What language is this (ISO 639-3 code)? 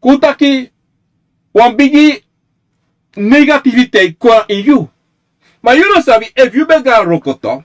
srn